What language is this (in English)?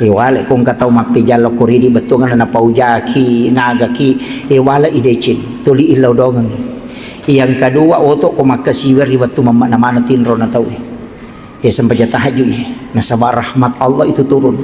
Buginese